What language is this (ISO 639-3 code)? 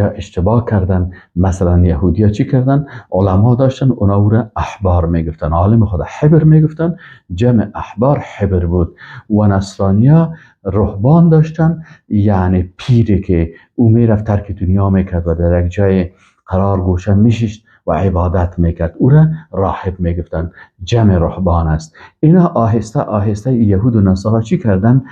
fas